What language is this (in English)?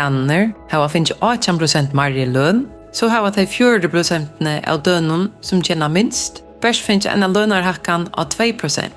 Faroese